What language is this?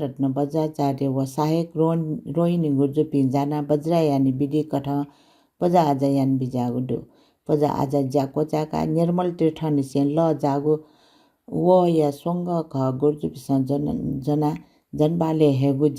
Newari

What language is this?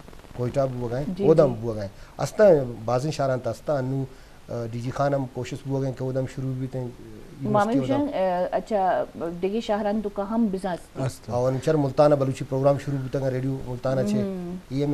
Eastern Balochi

